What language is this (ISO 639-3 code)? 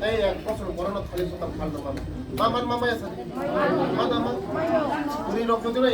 trp